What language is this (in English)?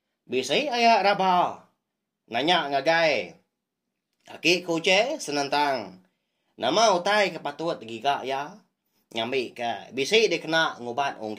Iban